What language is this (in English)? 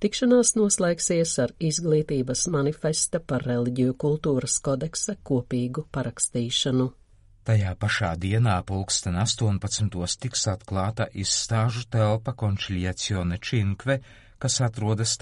Latvian